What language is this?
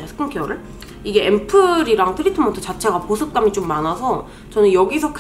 Korean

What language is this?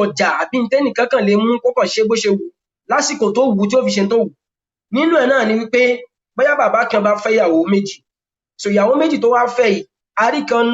Yoruba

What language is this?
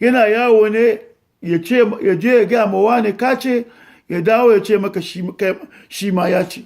Hausa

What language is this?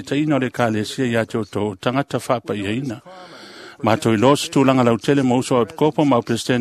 Samoan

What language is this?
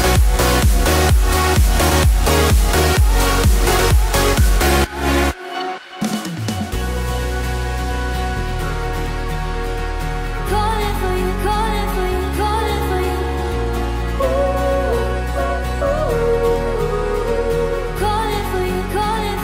English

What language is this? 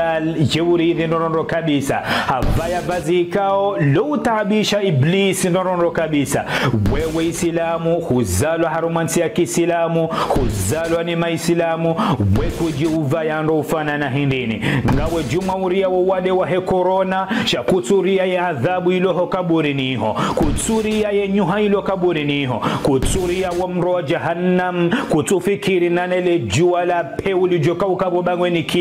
Ngazidja Comorian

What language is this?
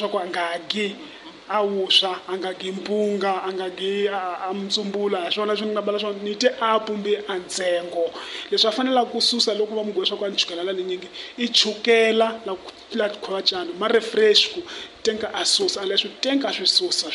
Tsonga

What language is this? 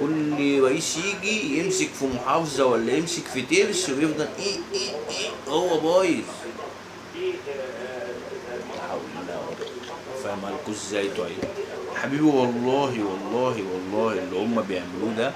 Egyptian Arabic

